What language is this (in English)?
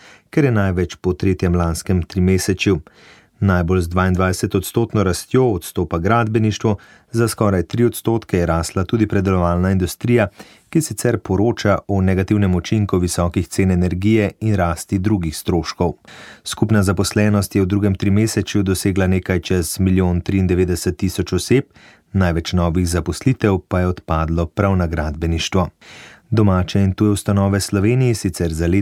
Slovenian